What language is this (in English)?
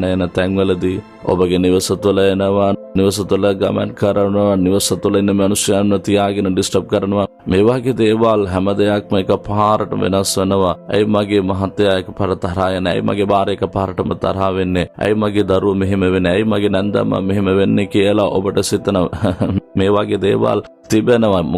Sinhala